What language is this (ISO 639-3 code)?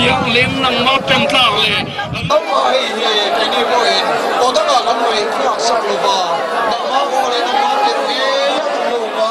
lus